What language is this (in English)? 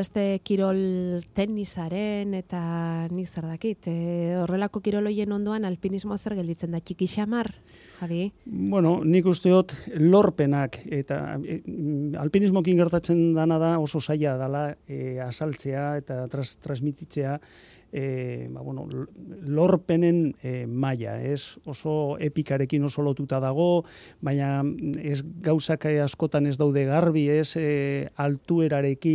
Basque